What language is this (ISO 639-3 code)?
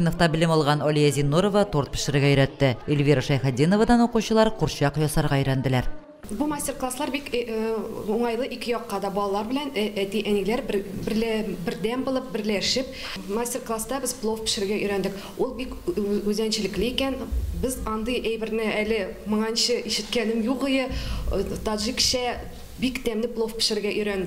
tat